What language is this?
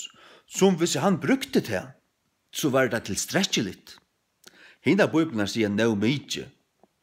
Faroese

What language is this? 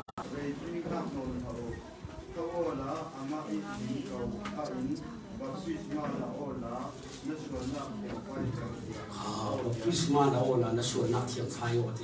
Falam Chin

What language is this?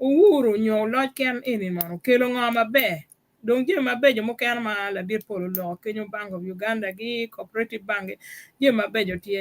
Acoli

